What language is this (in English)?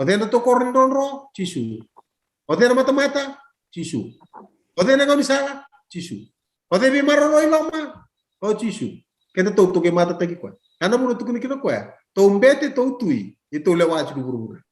Fijian